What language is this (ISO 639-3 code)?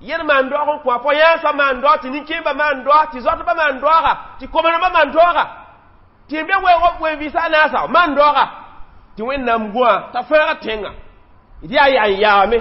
mos